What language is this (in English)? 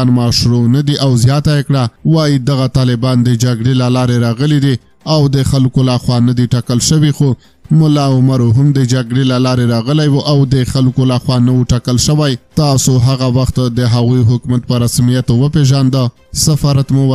Pashto